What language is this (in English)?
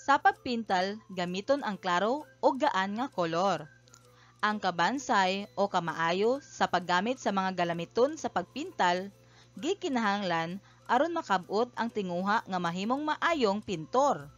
Cebuano